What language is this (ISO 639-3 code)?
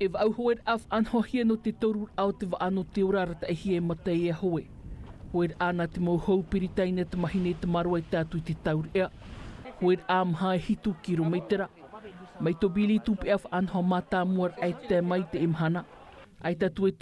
tah